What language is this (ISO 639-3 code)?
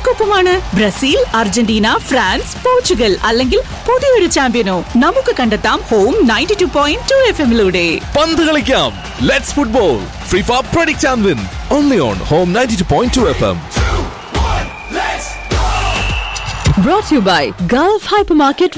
mal